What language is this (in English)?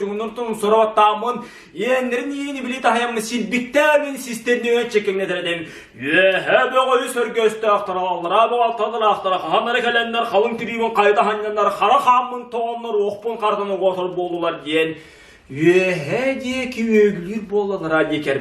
Yakut